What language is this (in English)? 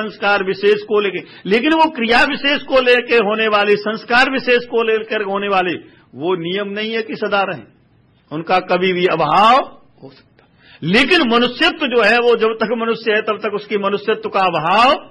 Hindi